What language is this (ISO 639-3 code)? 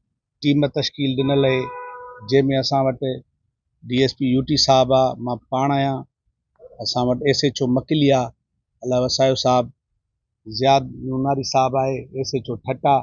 snd